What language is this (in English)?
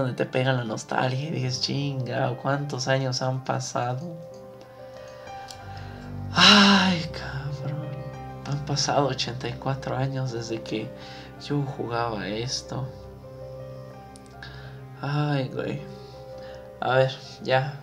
Spanish